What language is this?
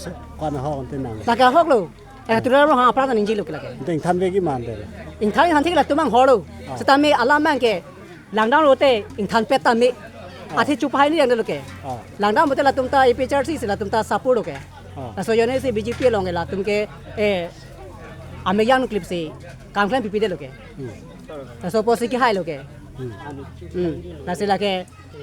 Karbi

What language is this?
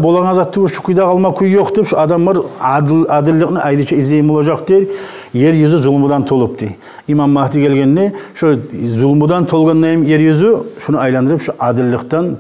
Kumyk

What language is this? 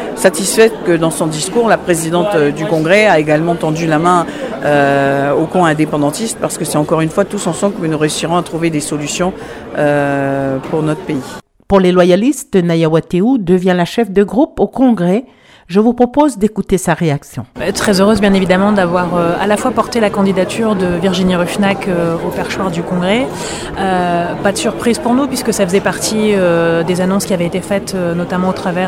French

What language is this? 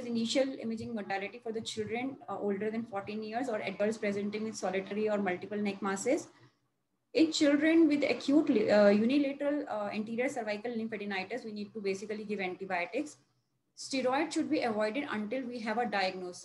English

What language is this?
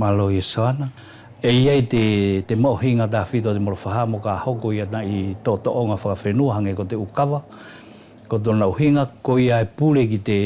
Wallisian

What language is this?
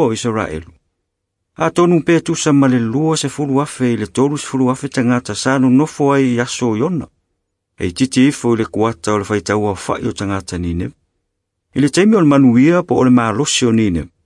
Samoan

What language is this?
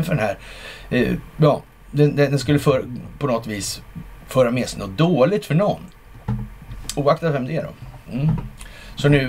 Swedish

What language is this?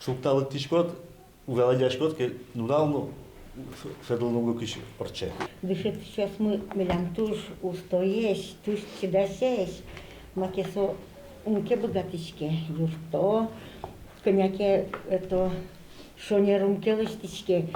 Udmurt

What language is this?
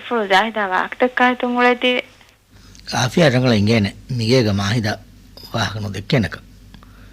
Divehi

